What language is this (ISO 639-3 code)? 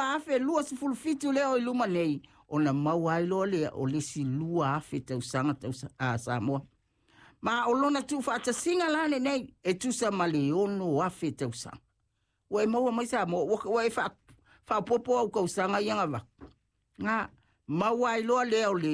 smo